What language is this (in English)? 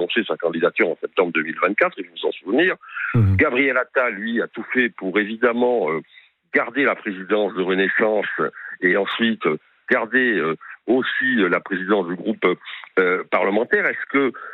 French